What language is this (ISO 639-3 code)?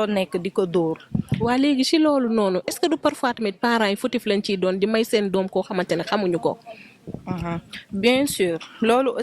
wol